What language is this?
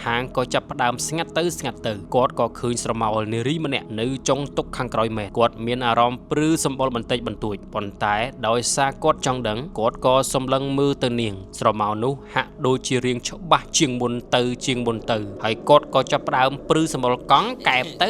Khmer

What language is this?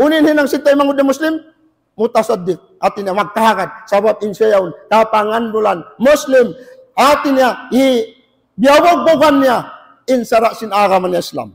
Tausug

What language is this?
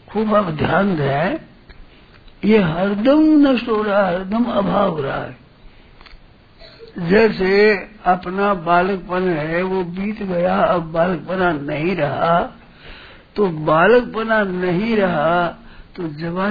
Hindi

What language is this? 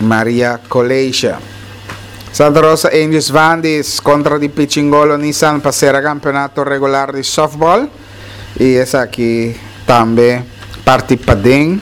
Papiamento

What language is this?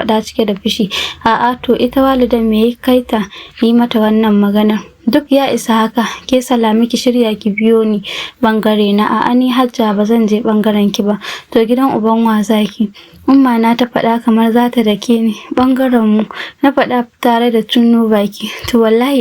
Hausa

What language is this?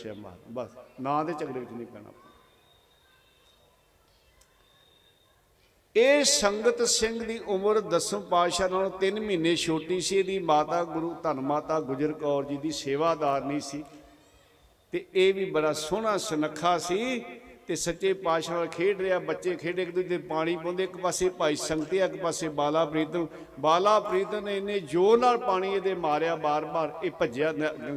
Punjabi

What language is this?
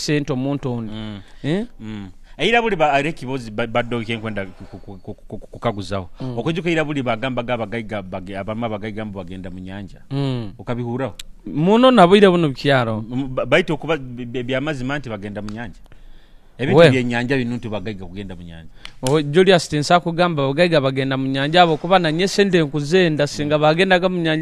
Nyoro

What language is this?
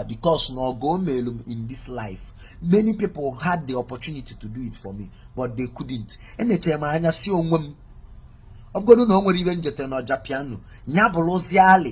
Igbo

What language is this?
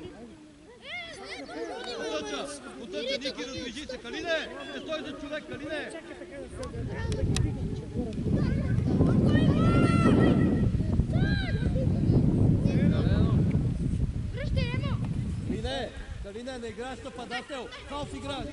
Bulgarian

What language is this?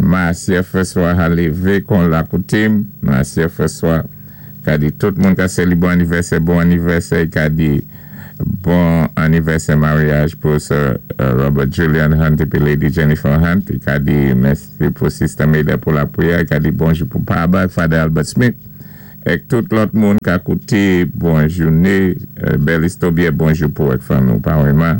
Saint Lucian Creole French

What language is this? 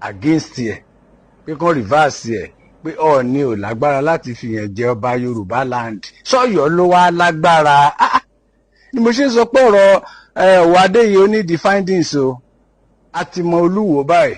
Yoruba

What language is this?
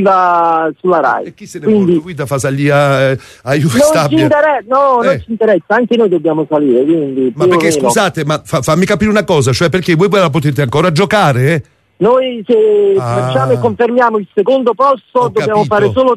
Italian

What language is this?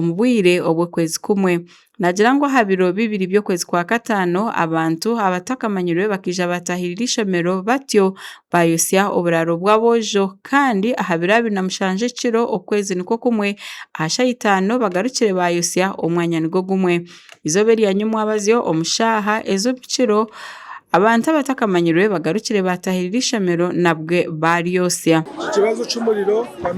Nyankole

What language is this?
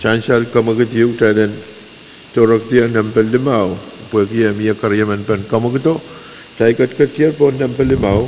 Pohnpeian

